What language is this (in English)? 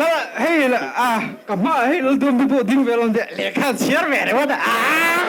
Mizo